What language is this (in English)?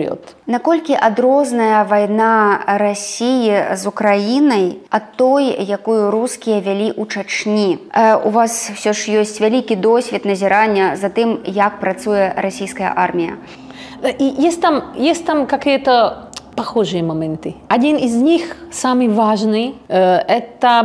Belarusian